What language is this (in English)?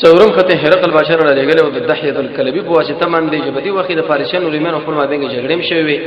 Pashto